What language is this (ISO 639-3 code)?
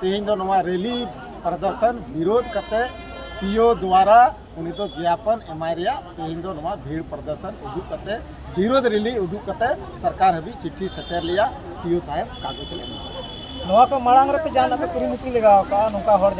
sat